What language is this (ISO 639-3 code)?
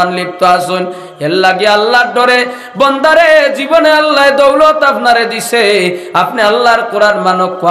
syl